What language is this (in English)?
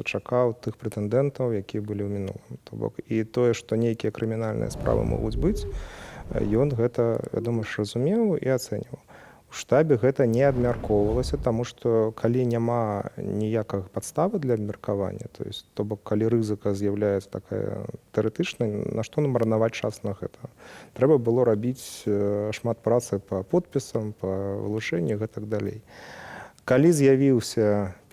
Belarusian